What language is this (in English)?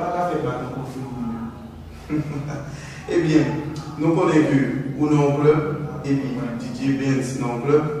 Haitian Creole